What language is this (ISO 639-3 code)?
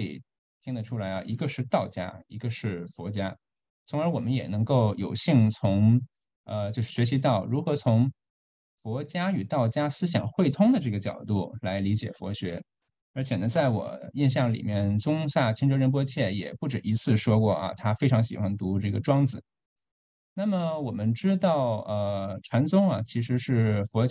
zho